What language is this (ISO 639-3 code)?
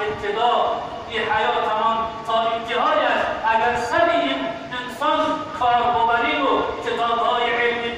tgk